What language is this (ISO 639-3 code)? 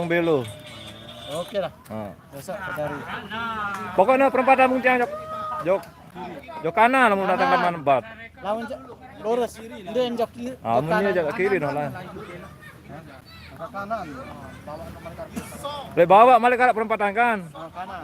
sas